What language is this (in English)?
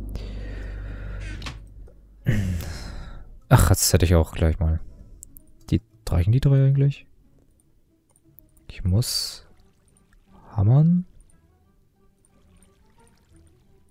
German